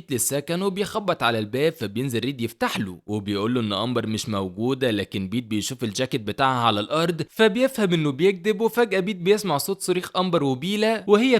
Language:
Egyptian Arabic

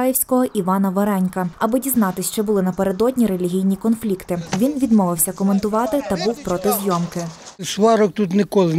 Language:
Ukrainian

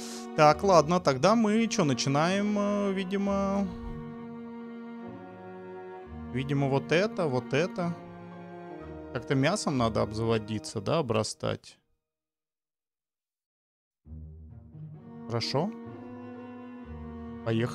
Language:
Russian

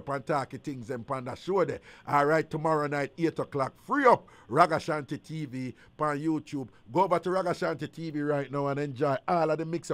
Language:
Jamaican Creole English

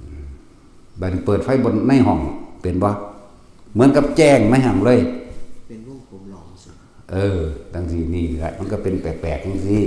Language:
Northeastern Thai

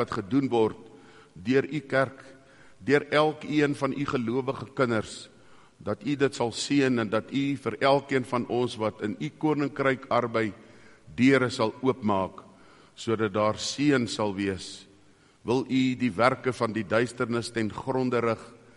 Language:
Afrikaans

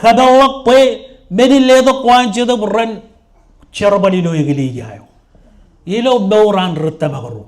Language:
Marshallese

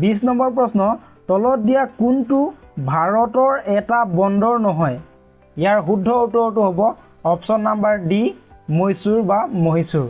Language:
Assamese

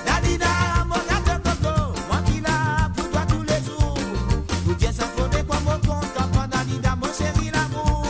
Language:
Morisyen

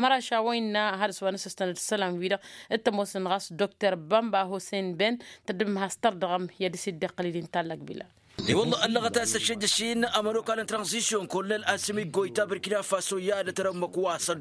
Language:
Tamasheq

